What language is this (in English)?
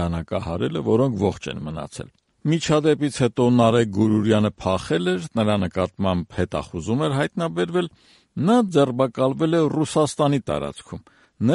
Armenian